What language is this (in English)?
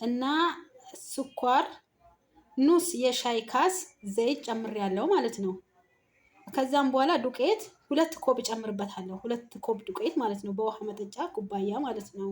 Amharic